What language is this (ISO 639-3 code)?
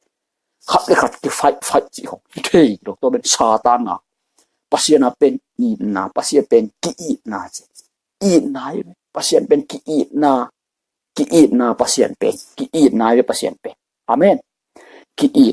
ctd